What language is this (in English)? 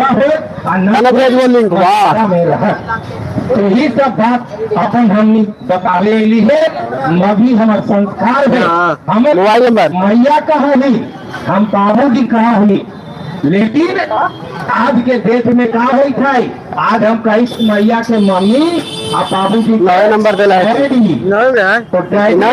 Magahi